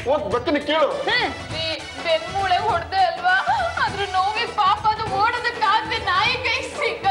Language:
Kannada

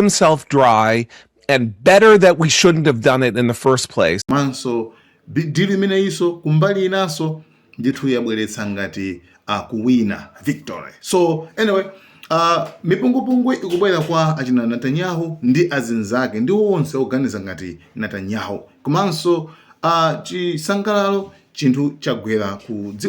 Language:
Nyanja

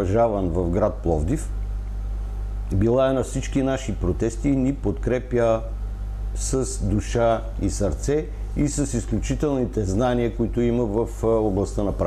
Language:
Bulgarian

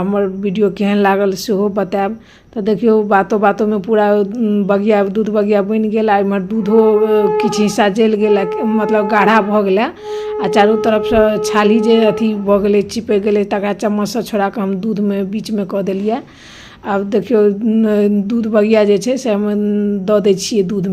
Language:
Maithili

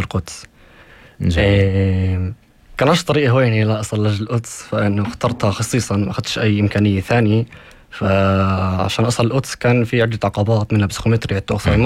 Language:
North Levantine Arabic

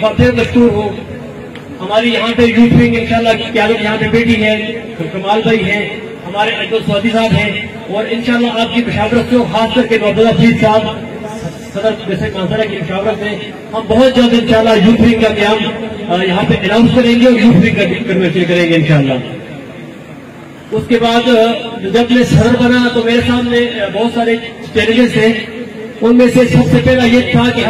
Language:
Urdu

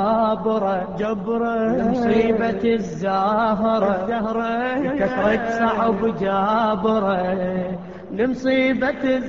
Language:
Arabic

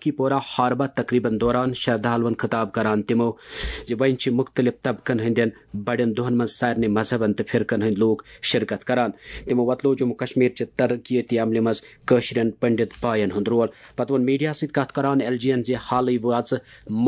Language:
Kashmiri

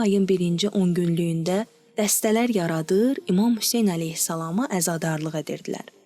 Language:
Azerbaijani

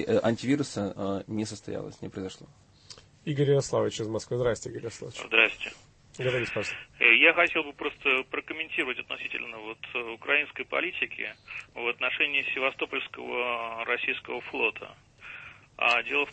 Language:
Russian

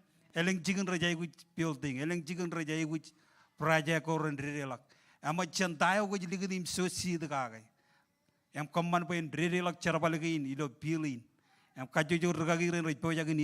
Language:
Marshallese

